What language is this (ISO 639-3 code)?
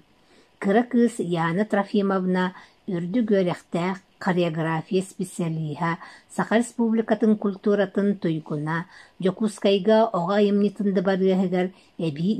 sah